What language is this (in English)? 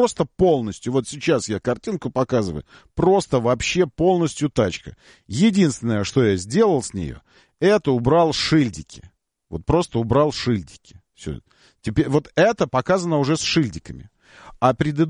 Russian